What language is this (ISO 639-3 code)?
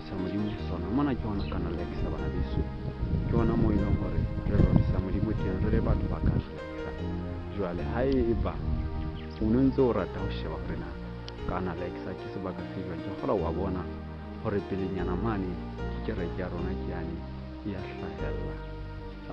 sot